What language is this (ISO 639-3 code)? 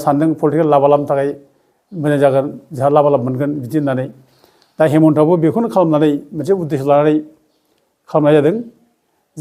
brx